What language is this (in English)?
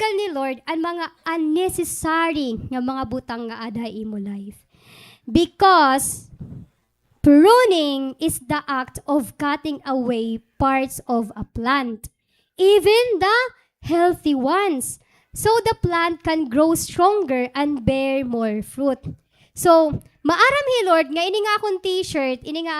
Waray